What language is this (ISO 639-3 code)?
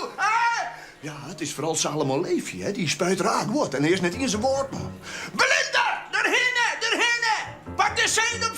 fry